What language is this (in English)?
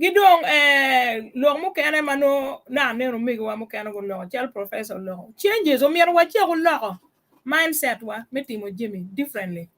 Acoli